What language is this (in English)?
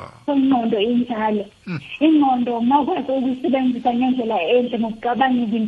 South Ndebele